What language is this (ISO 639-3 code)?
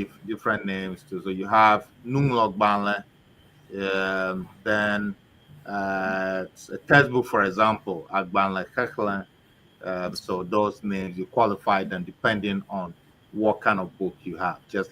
ewe